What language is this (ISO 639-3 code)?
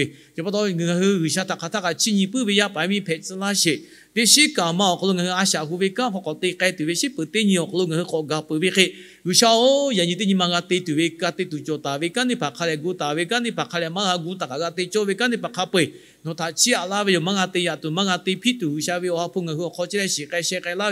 lhu